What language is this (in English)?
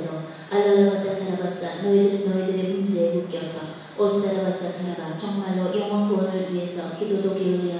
Korean